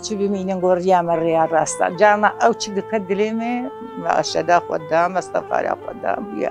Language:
Kurdish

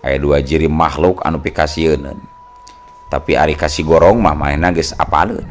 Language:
Sundanese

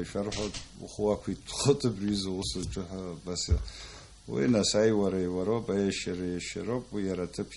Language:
Abkhazian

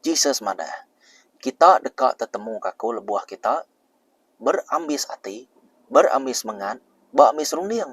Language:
Iban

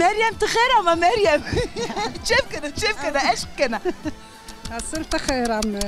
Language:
Zaza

